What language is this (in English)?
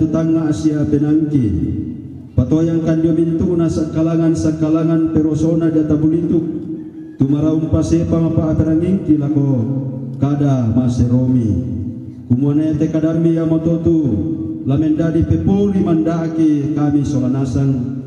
Toraja-Sa'dan